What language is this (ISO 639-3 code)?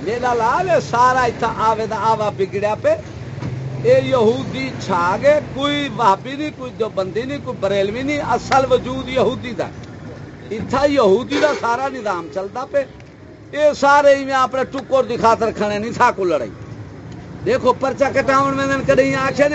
skr